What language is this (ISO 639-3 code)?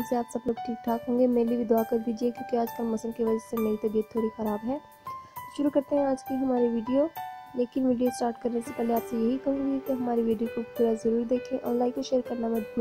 hin